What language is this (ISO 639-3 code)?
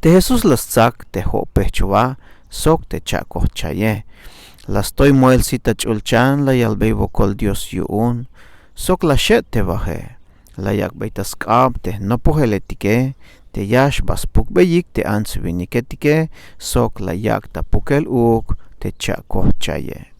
tzh